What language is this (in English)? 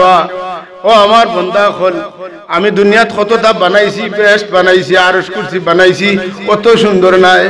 Sylheti